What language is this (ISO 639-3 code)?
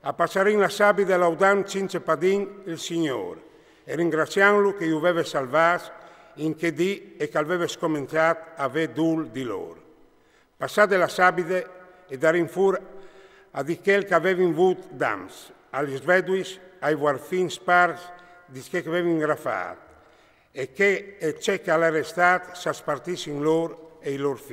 fur